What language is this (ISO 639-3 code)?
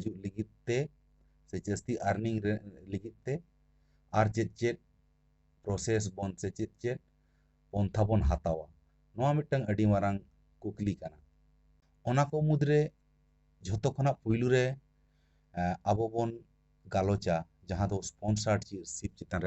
sat